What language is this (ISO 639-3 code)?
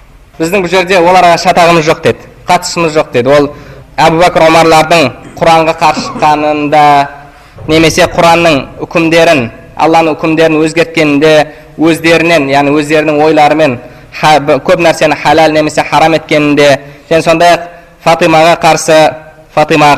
kaz